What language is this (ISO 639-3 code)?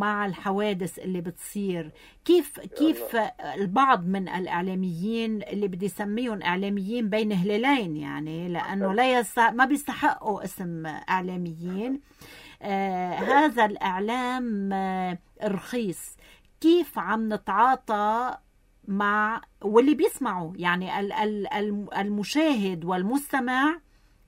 apc